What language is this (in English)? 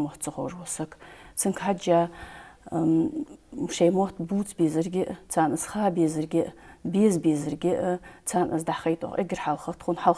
Ingush